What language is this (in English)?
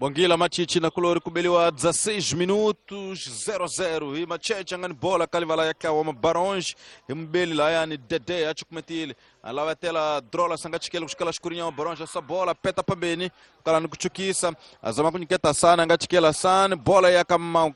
Tsonga